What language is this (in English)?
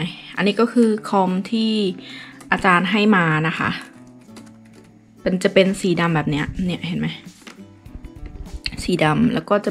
Thai